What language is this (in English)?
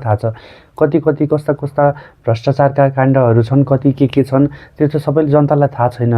Nepali